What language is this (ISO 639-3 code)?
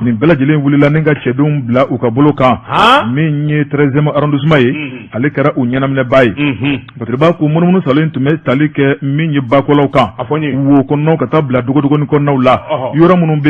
bam